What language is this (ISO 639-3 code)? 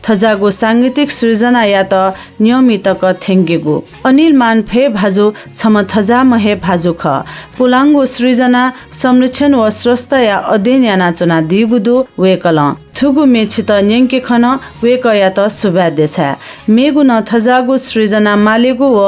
new